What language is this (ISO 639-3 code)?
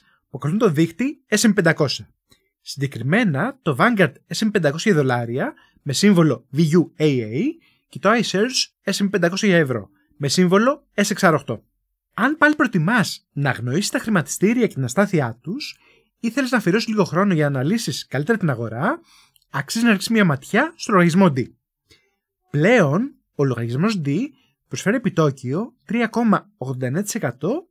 ell